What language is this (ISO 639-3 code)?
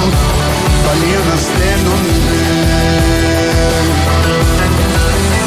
ell